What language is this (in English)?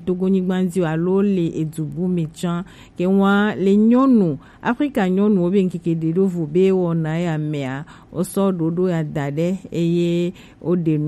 Gen